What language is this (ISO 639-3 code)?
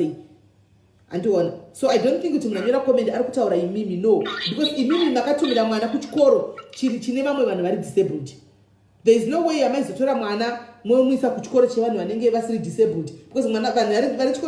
sna